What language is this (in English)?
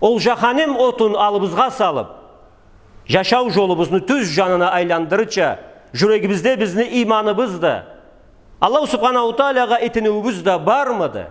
Karachay-Balkar